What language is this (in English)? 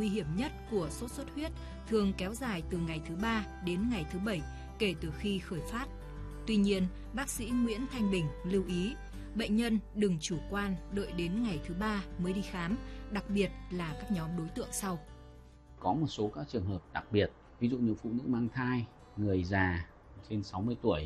Vietnamese